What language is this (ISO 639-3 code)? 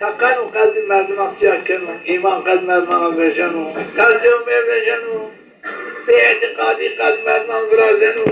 zza